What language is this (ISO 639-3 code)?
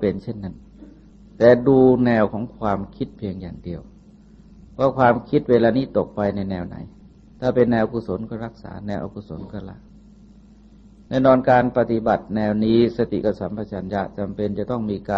tha